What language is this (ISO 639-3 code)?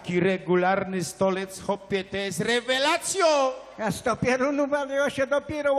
szl